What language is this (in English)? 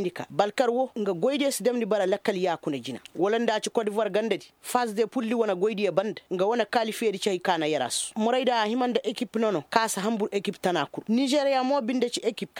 Koyraboro Senni